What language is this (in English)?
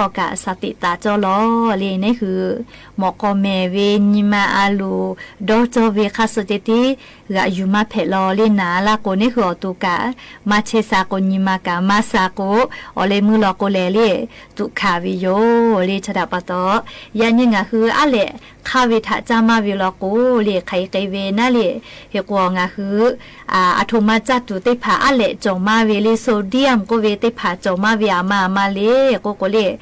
Lahu